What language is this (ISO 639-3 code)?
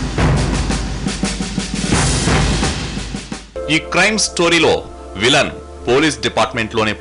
tel